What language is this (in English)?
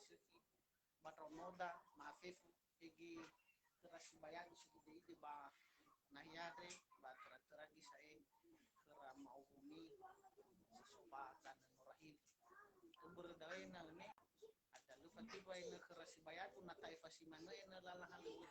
Nias